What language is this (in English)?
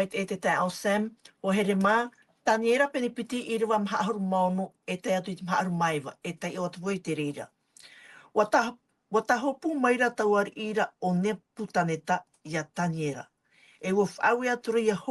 Tahitian